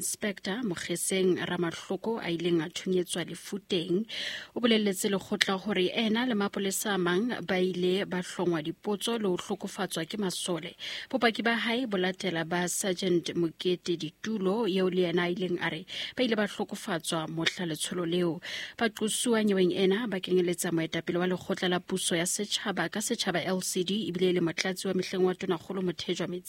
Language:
Southern Sotho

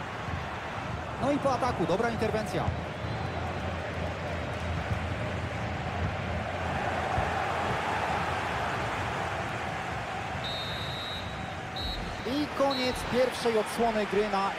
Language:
Polish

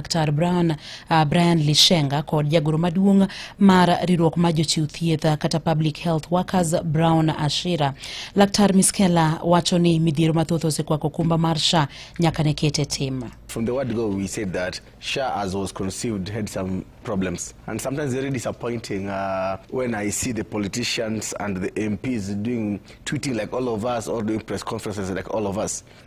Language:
Luo (Kenya and Tanzania)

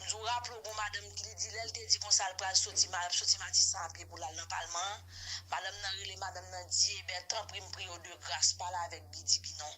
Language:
Haitian Creole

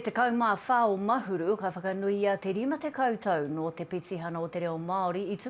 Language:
Māori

